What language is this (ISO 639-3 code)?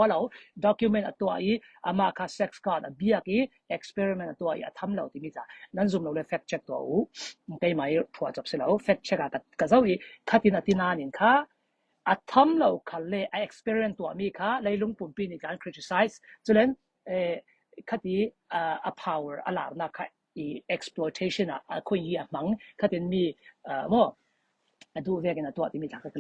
cfm